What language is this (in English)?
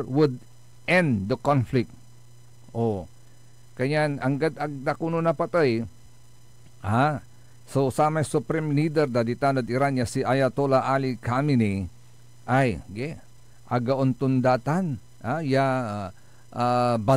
Pangasinan